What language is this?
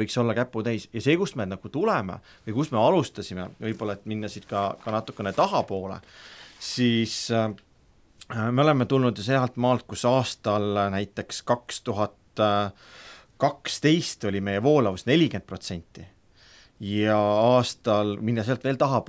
Estonian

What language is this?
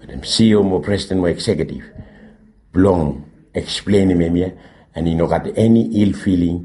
Bislama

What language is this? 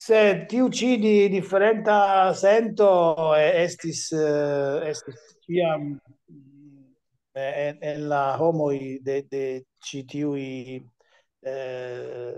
Esperanto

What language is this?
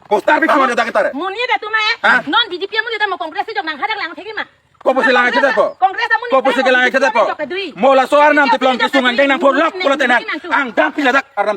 Karbi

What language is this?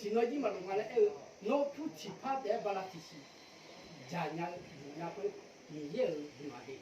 Akha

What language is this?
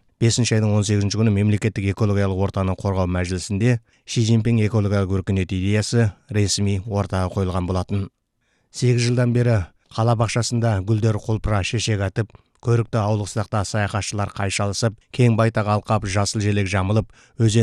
Kazakh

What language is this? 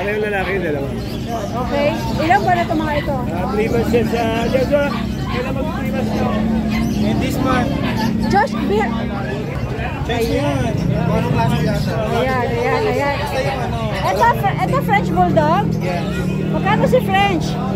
Filipino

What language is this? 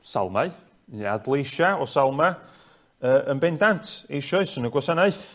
Welsh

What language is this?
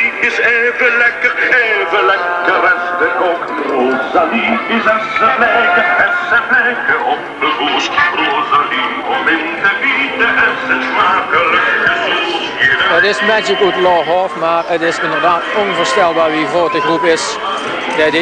Limburgish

